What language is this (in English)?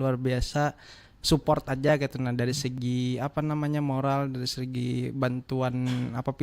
Banjar